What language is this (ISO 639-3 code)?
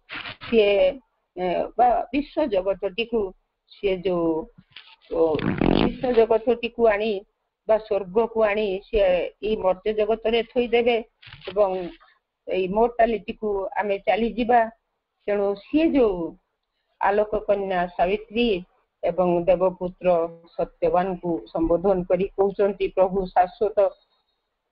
ori